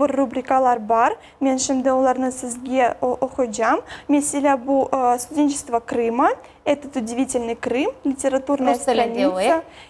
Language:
Crimean Tatar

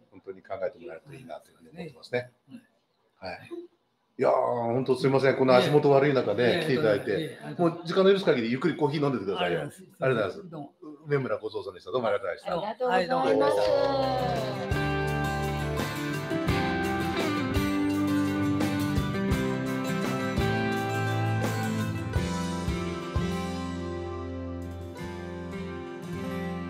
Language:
Japanese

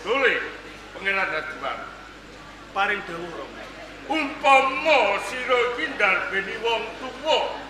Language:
Javanese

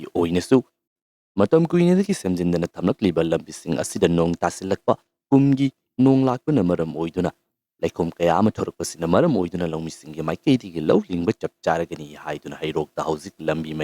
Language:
Manipuri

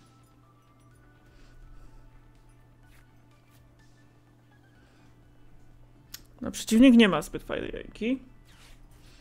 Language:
Polish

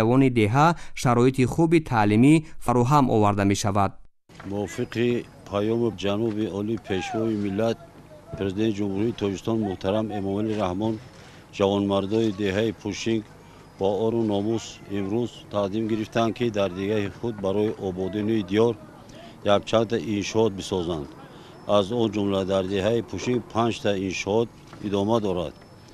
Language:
Tajik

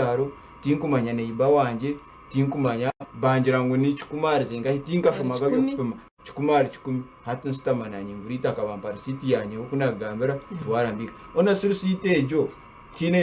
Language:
Nyankole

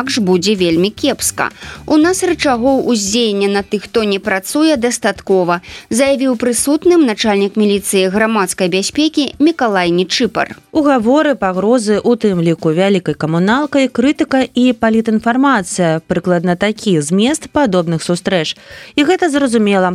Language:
Belarusian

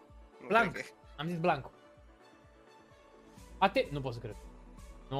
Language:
Romanian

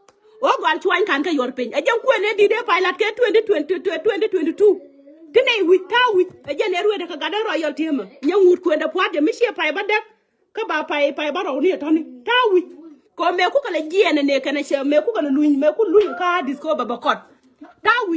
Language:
Nuer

